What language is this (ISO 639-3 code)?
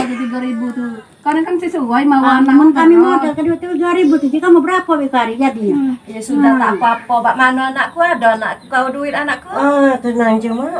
mui